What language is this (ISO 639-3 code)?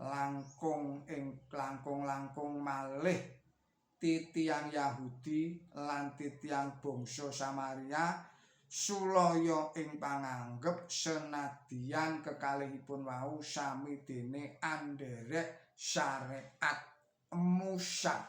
jav